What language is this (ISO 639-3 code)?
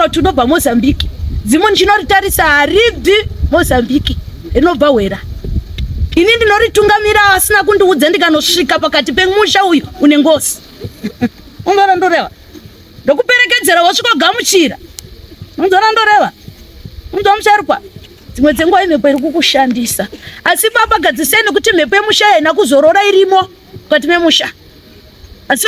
sna